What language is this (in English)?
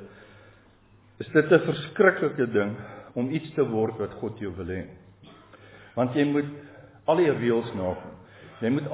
Afrikaans